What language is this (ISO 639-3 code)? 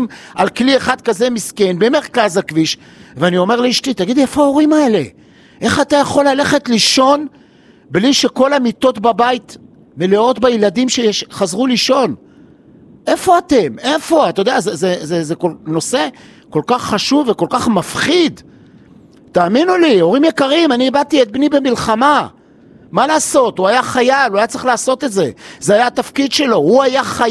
heb